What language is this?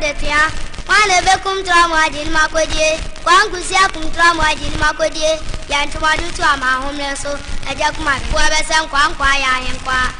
Akan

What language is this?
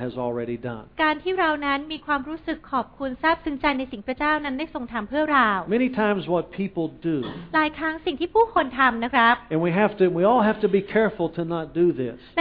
Thai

